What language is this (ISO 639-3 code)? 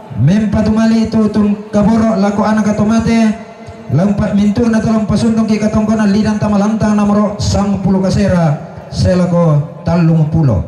sda